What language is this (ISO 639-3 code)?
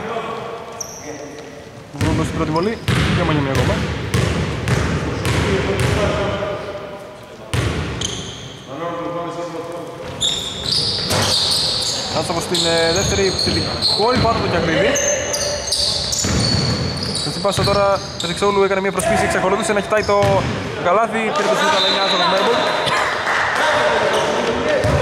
ell